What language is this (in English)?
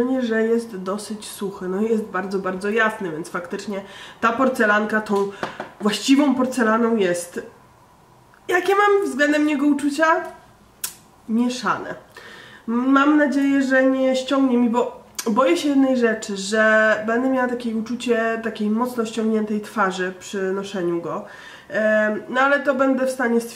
Polish